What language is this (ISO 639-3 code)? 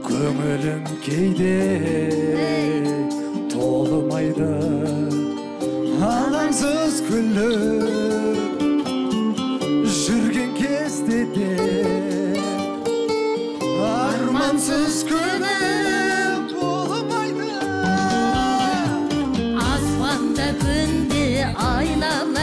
kaz